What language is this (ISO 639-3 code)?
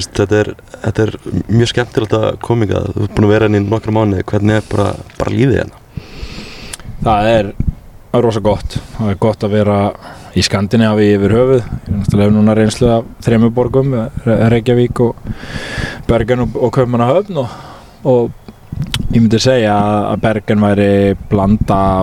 isl